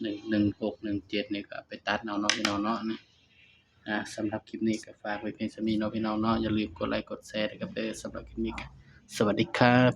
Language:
Northeastern Thai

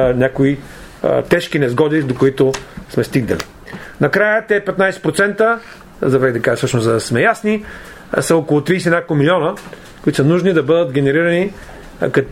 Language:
Bulgarian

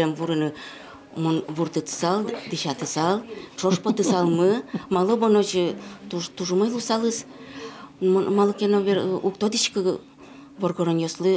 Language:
Udmurt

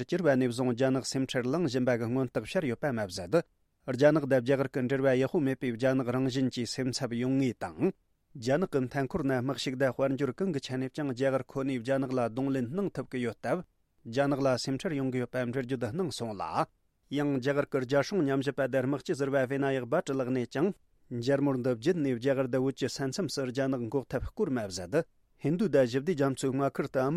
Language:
Tibetan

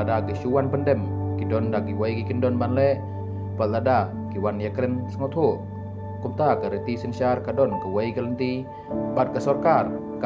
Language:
Khasi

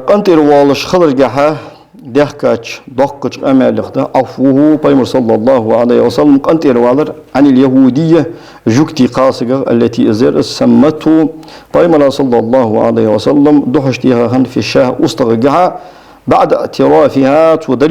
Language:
Ingush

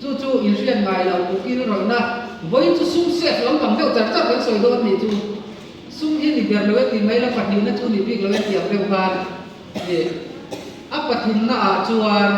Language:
Mizo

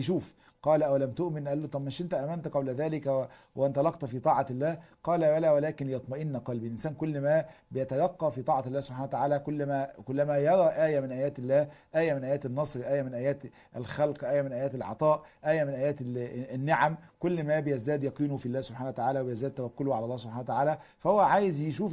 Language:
Egyptian Arabic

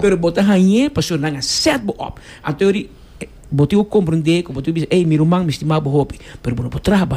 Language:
Papiamento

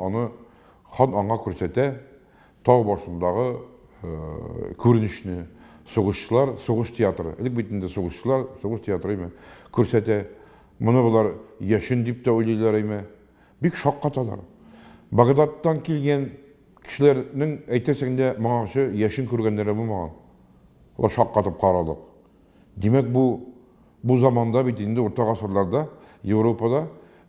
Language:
Tatar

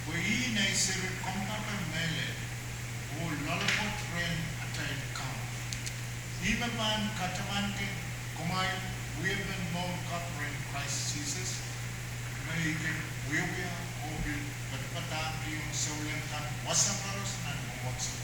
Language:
Pohnpeian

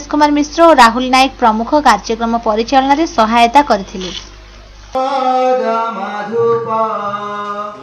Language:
Odia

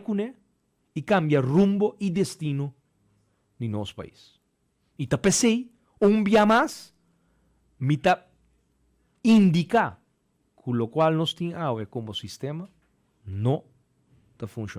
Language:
Papiamento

